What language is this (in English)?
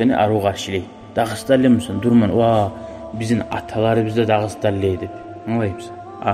Kumyk